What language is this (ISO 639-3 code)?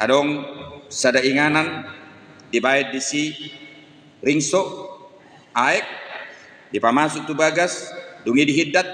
bbc